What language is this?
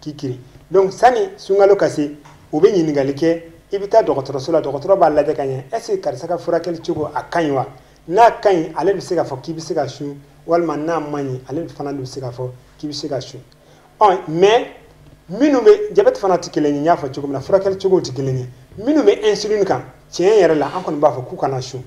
Bambara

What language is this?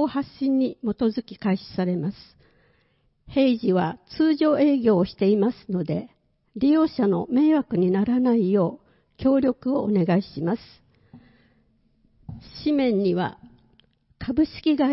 Japanese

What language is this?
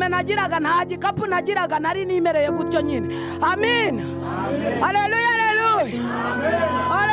Kinyarwanda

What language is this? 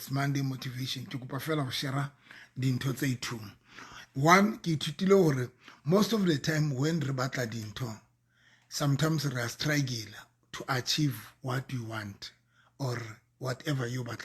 Southern Sotho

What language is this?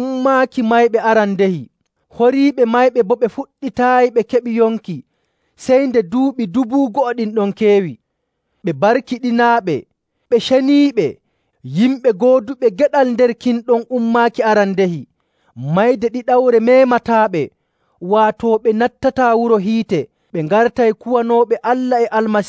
Nigerian Fulfulde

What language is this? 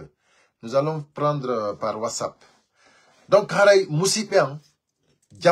Pular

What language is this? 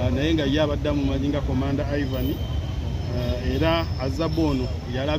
Ganda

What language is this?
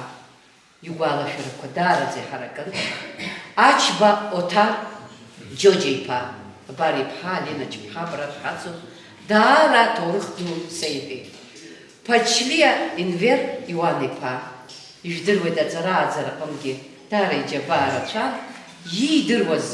Abkhazian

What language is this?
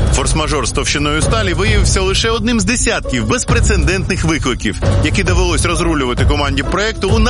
Ukrainian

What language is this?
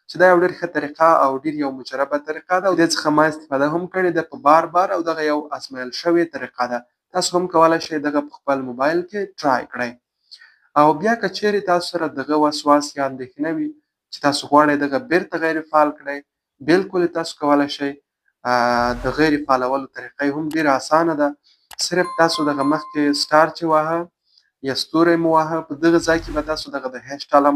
Pashto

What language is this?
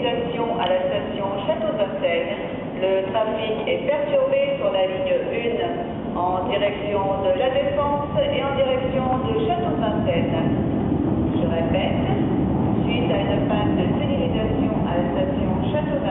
French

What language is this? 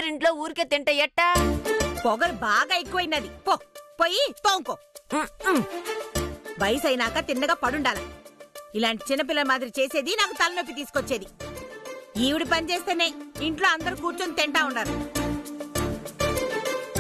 Telugu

